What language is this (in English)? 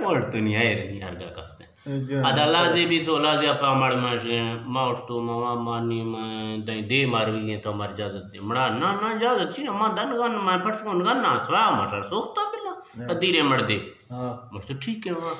Eastern Balochi